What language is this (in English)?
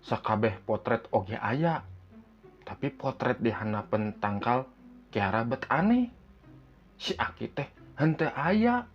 Sundanese